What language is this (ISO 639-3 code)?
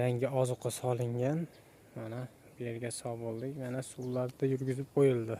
uzb